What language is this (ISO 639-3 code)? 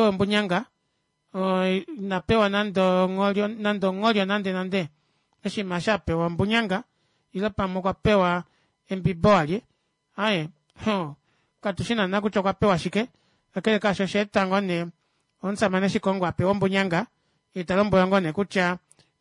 kua